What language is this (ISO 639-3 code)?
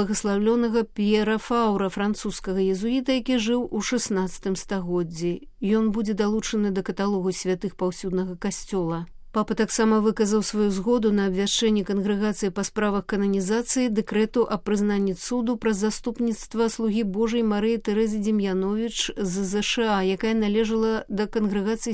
bel